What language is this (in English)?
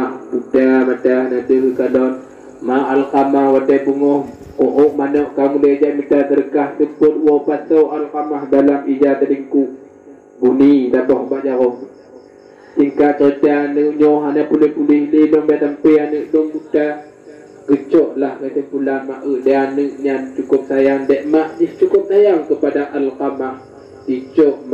Achinese